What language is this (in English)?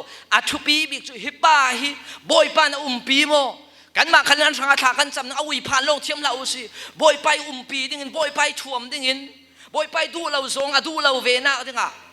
Falam Chin